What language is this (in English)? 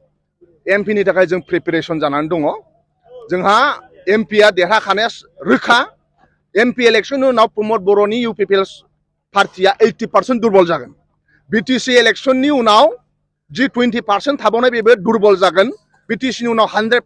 Bodo